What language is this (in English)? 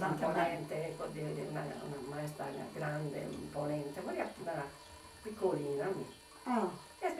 Sardinian